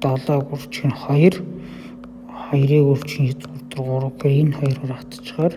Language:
Mongolian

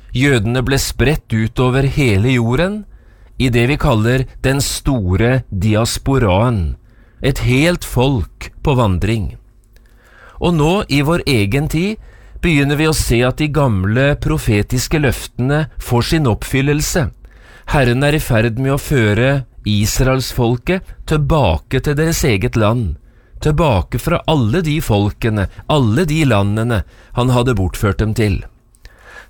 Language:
Norwegian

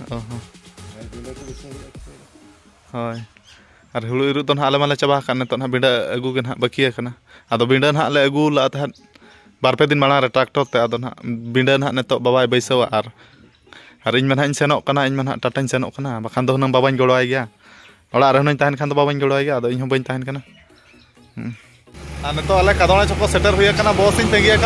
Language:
Santali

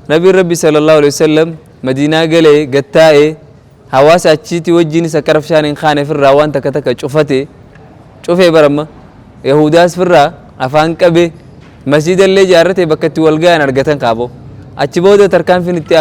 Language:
Oromo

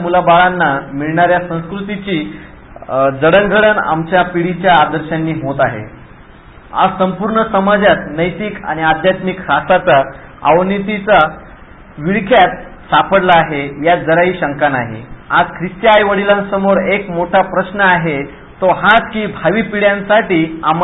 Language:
Marathi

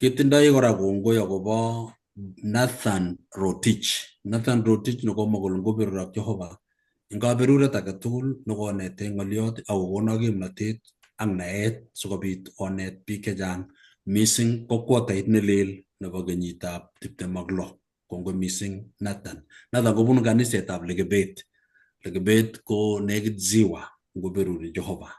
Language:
Kalenjin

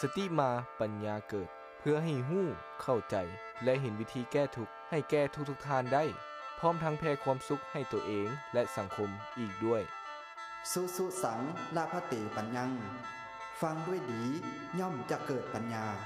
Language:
Lao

